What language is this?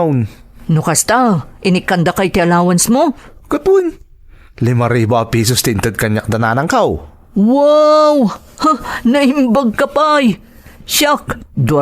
Iloko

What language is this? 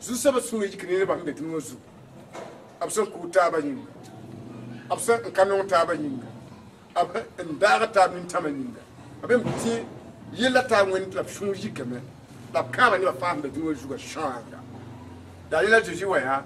Mossi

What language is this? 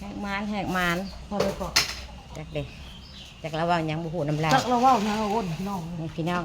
Northeastern Thai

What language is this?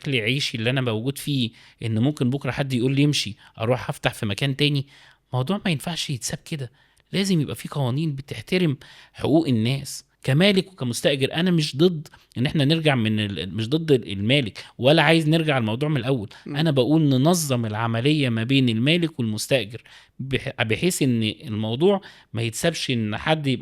Egyptian Arabic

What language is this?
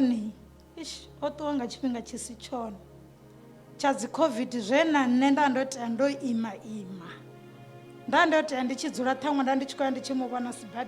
Venda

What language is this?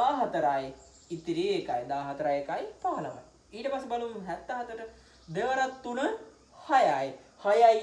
Sinhala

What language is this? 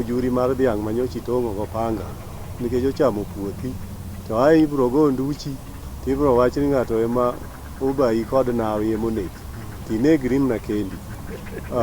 Luo (Kenya and Tanzania)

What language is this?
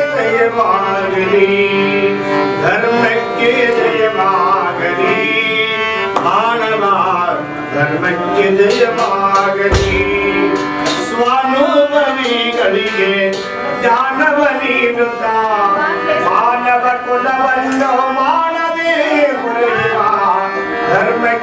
Kannada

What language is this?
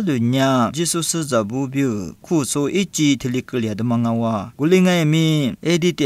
Lisu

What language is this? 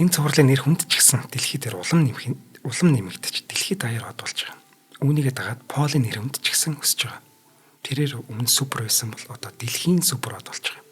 Mongolian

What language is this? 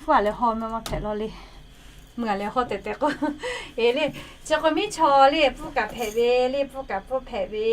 Lahu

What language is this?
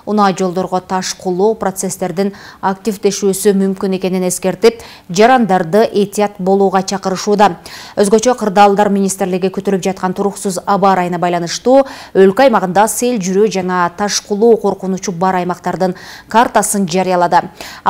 Kyrgyz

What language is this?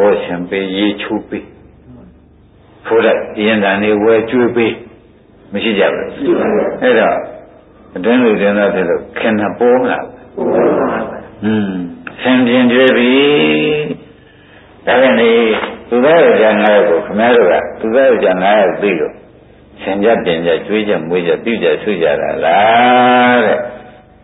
Burmese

